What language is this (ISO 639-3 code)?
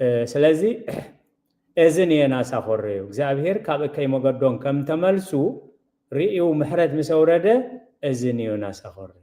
tir